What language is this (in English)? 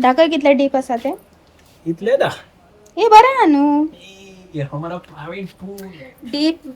Konkani